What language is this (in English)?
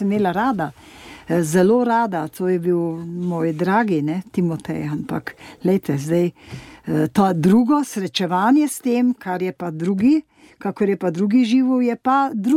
Slovenian